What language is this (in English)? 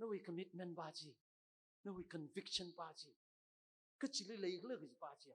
Tangkhul Naga (India)